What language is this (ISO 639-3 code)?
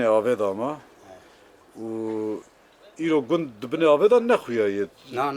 kur